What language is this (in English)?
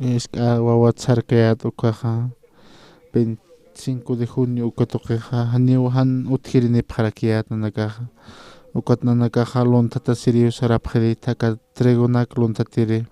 Aymara